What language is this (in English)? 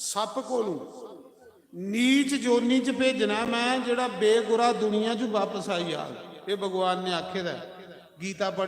Dogri